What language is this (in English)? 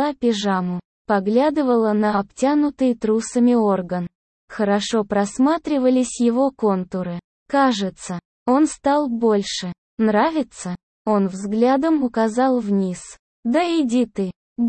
Russian